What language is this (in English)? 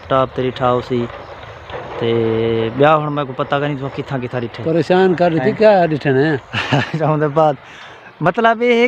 Saraiki